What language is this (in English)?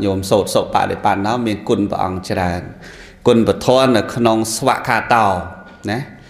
Khmer